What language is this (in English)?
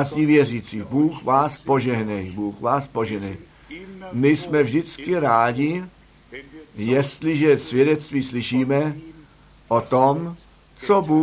Czech